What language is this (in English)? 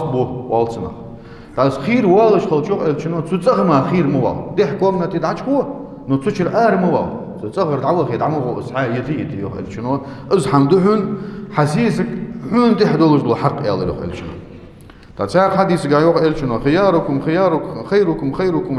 Ingush